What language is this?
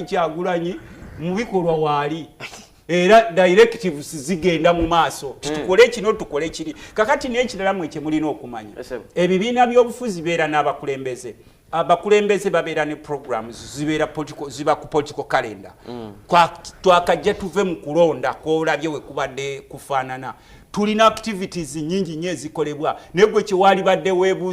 Ganda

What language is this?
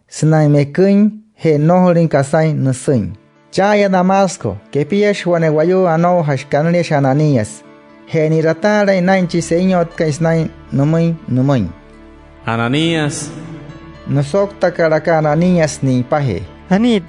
Wayuu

